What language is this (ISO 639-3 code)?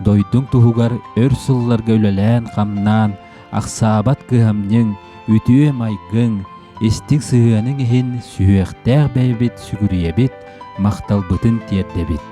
sah